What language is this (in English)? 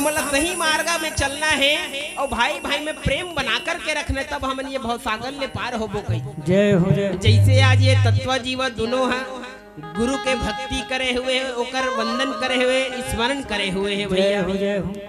Chhattisgarhi